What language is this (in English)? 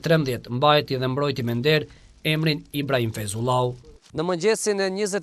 Albanian